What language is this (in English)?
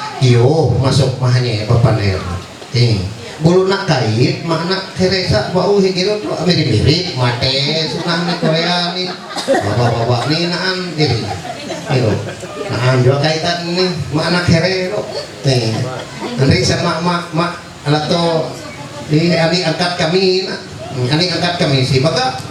Ma'anyan